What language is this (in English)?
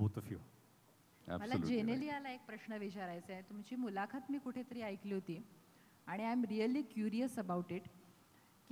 Marathi